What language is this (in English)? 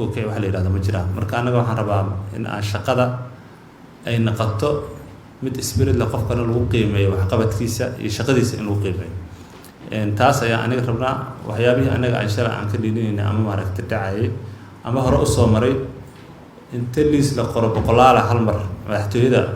Somali